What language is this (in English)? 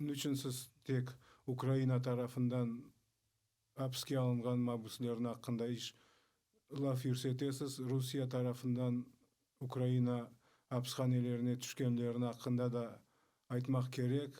Crimean Tatar